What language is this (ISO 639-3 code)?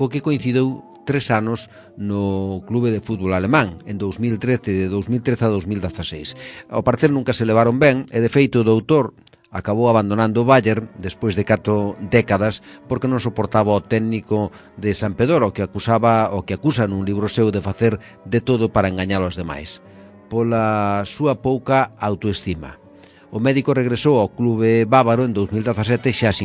glg